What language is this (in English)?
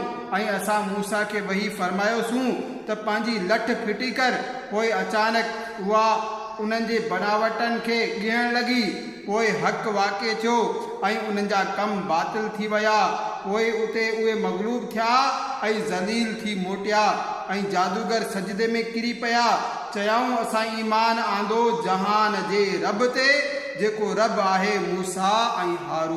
Sindhi